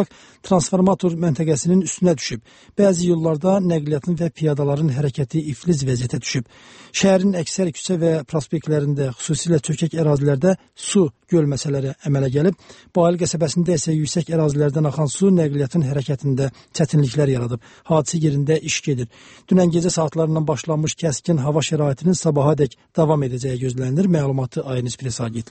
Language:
Azerbaijani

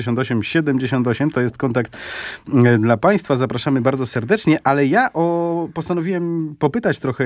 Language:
Polish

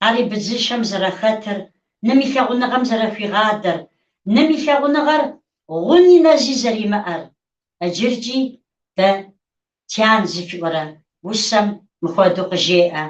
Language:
Kabardian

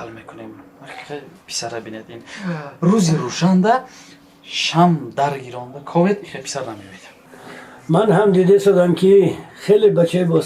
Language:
Tajik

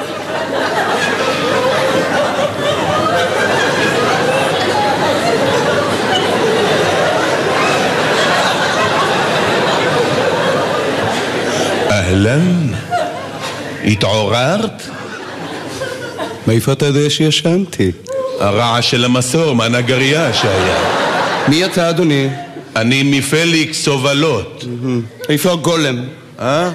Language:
Hebrew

